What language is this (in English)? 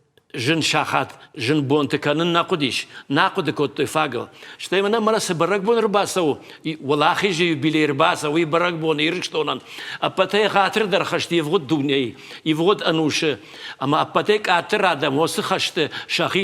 Ossetic